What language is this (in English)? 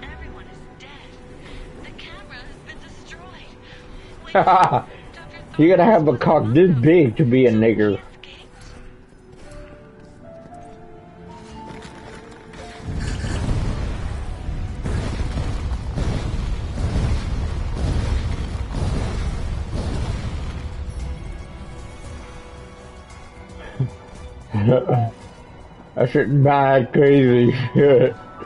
English